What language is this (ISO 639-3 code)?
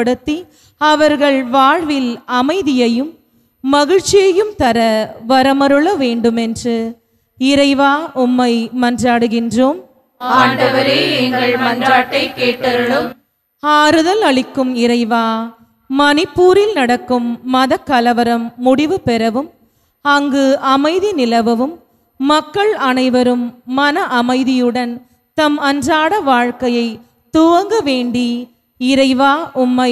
tam